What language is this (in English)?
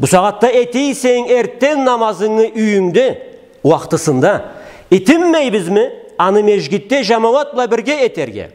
Karachay-Balkar